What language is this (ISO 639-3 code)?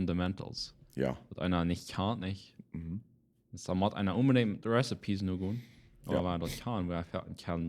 pdt